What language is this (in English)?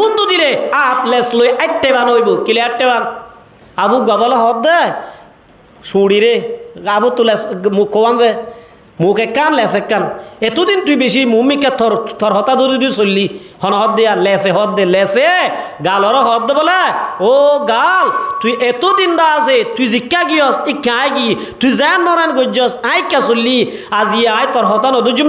Rohingya